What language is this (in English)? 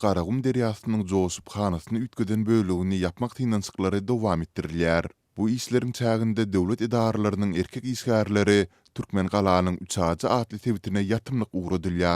Turkmen